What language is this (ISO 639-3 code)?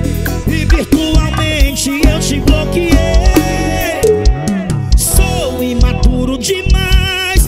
por